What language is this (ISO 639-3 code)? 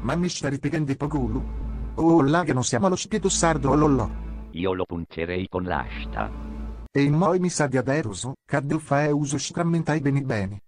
srd